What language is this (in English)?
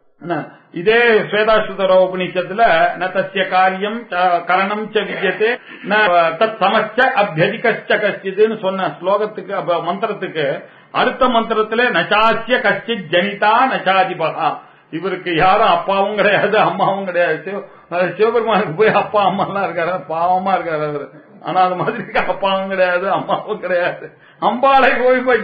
Tamil